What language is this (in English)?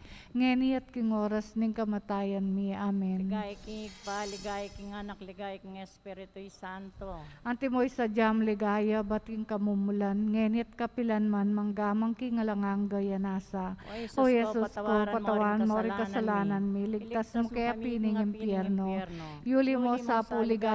Pampanga